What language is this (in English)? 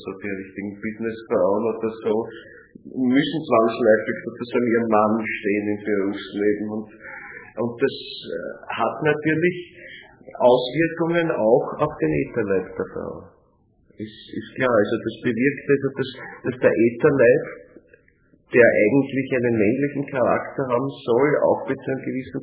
German